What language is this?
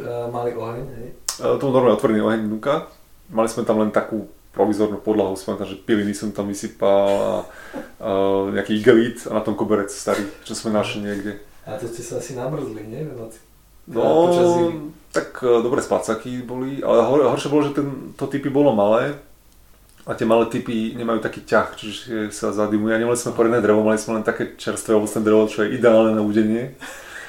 Slovak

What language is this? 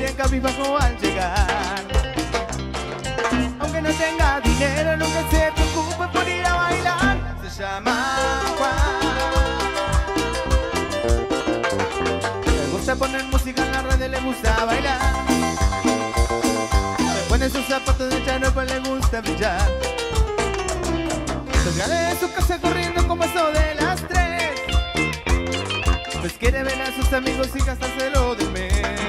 Spanish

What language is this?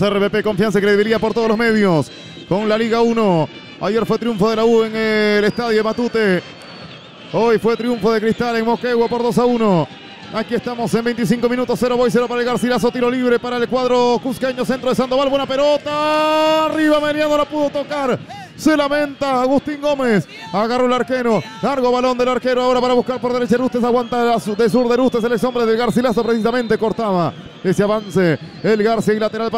Spanish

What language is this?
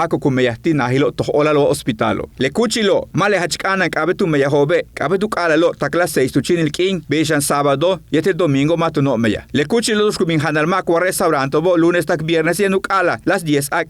Yucateco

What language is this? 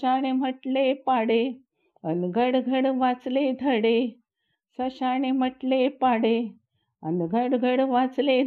Marathi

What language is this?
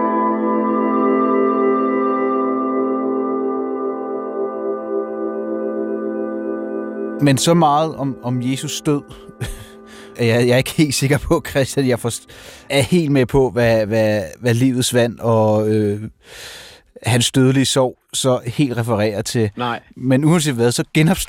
Danish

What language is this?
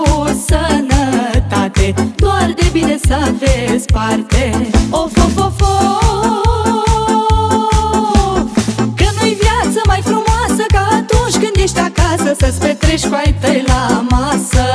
Romanian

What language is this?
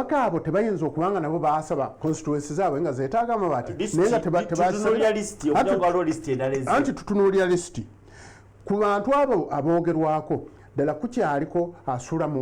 Ganda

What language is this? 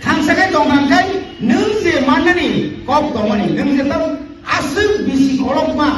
Kok Borok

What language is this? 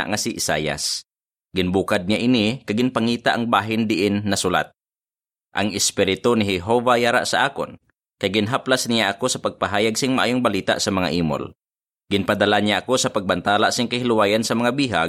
Hiligaynon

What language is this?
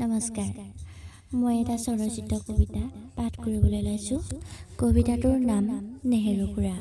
Assamese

